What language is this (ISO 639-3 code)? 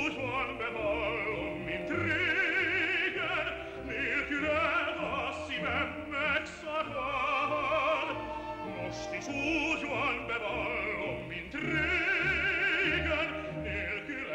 hun